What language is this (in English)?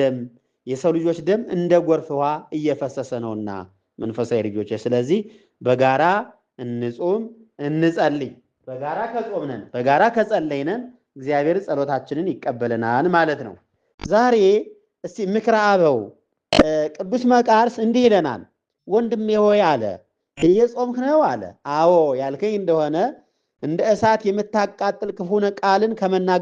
Amharic